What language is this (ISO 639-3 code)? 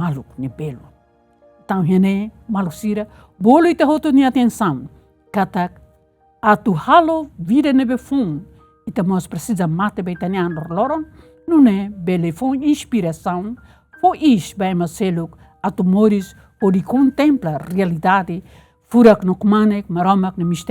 tet